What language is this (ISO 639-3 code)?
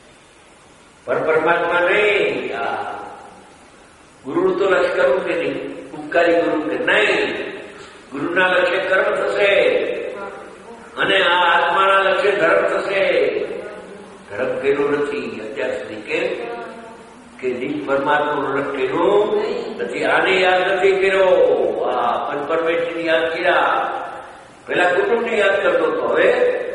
guj